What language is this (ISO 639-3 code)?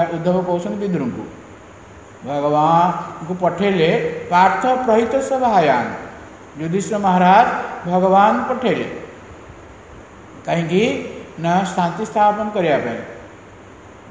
ori